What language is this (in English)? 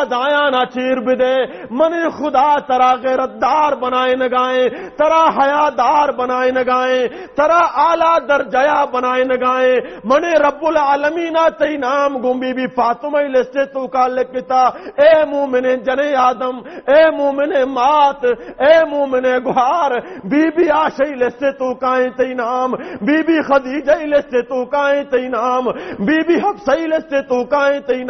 Baluchi